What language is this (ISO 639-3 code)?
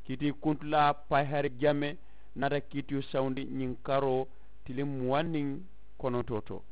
man